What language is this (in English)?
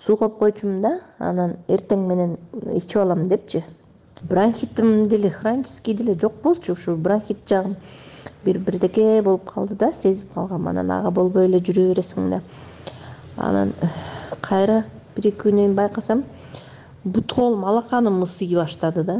Kyrgyz